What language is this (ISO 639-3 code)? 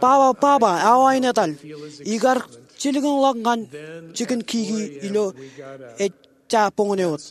mah